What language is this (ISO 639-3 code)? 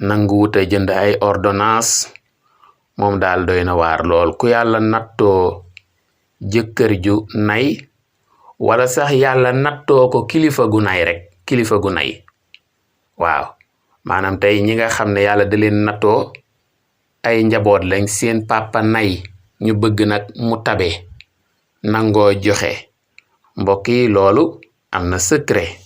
wol